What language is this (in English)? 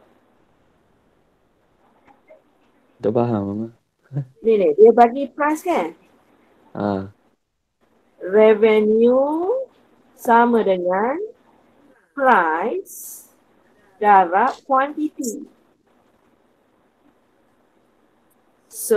Malay